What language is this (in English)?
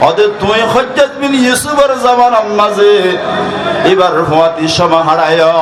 Rohingya